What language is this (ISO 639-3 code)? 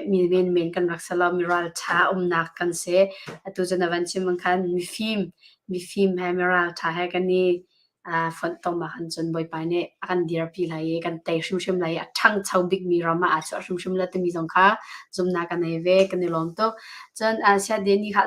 cnh